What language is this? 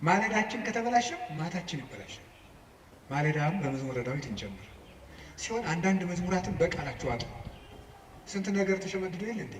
Amharic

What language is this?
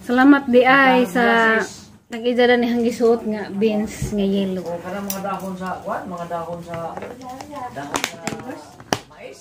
Cebuano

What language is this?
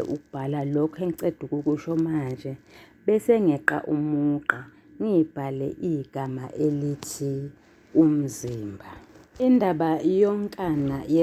Zulu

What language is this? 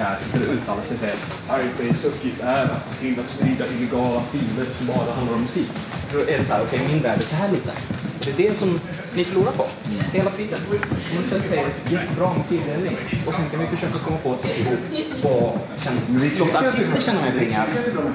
Swedish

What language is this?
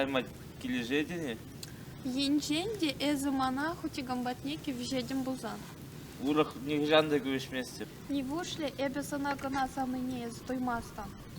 Chuvash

